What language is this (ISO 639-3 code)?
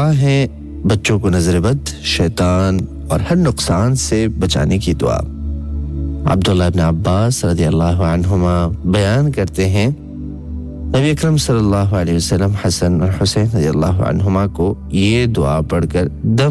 urd